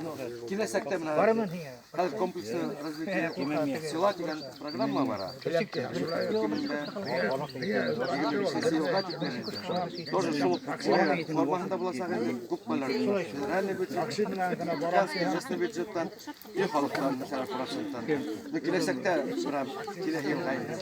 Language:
Bashkir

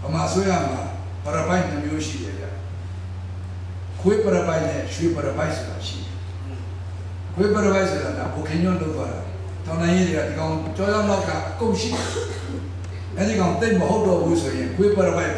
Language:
Burmese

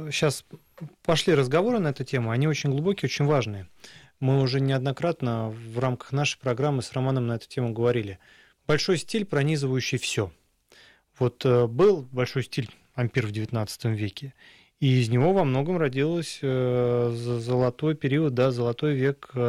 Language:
Russian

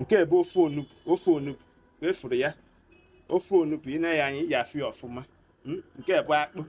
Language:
Igbo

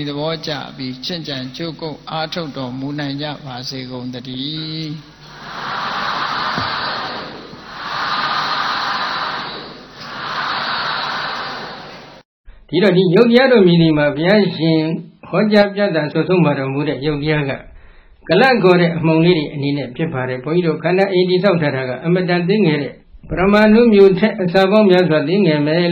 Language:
Burmese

